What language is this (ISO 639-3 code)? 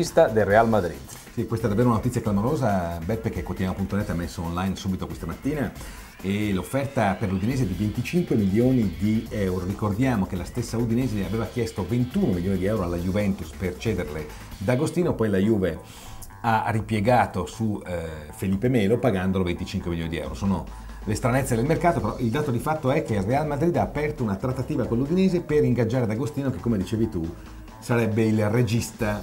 ita